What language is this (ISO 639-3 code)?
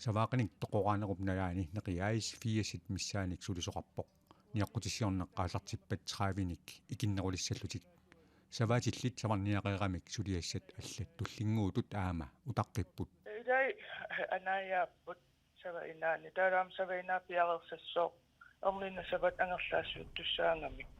kal